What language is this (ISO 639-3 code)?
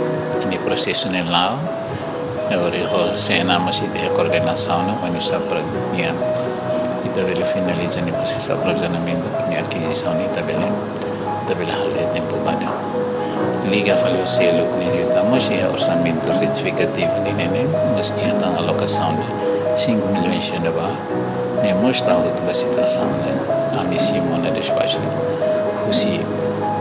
tet